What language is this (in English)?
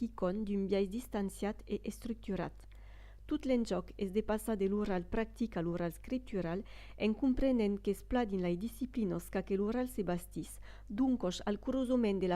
Occitan